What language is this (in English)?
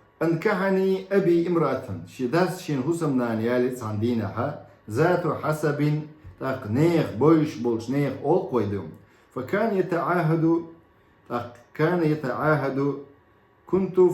Chechen